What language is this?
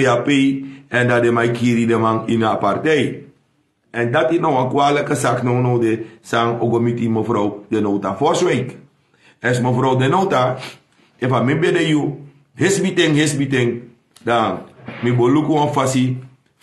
Sranan Tongo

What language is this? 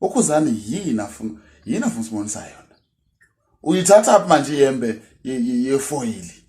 Zulu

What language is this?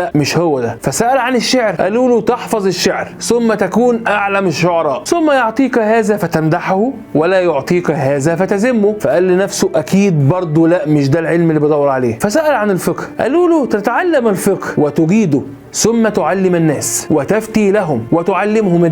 Egyptian Arabic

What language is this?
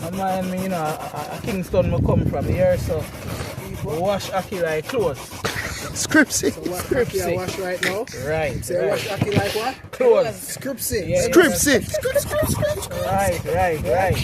Jamaican Creole English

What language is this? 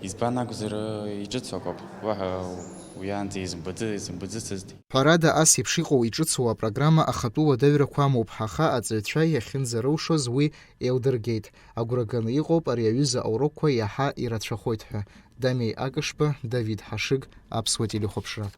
Abkhazian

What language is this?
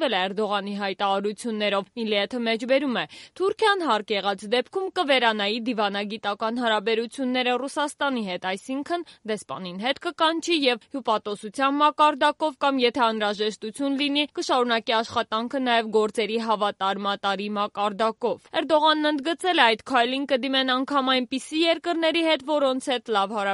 Armenian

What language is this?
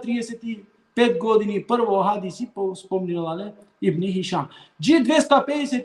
Balkan Romani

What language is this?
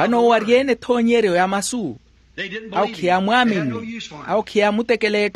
Makhuwa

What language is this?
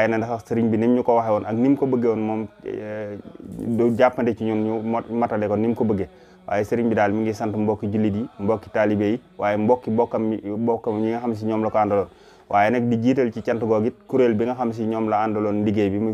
Wolof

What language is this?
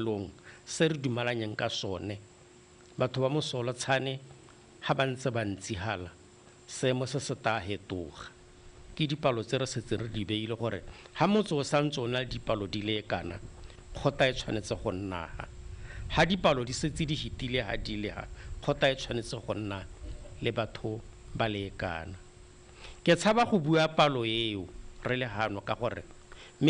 Tswana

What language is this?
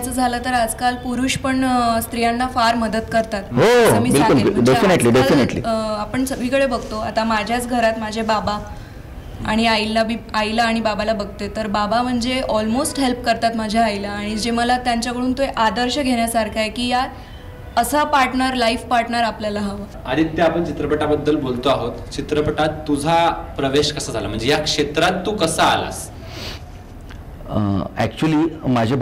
Marathi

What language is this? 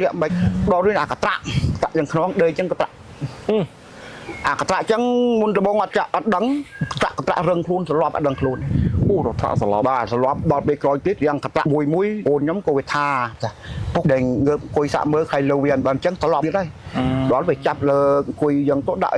Khmer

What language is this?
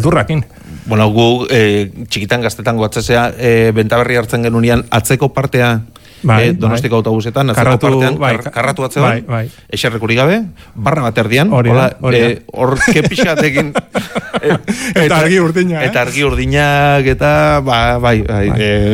Basque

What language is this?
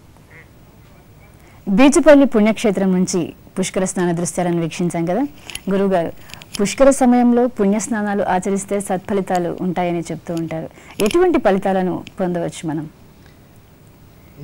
Telugu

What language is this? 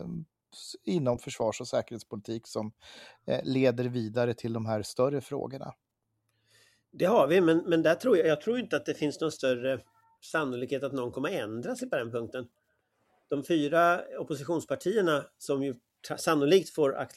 Swedish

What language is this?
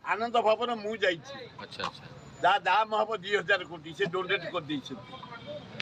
Odia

